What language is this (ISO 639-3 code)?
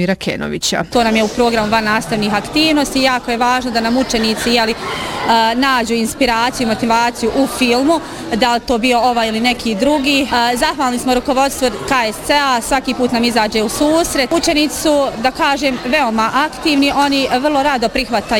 bos